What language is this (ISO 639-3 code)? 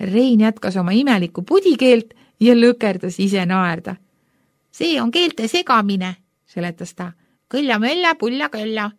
est